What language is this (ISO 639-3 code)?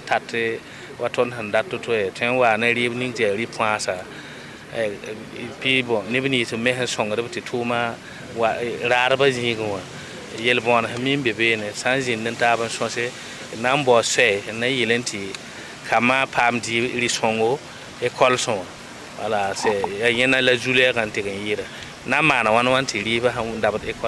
mos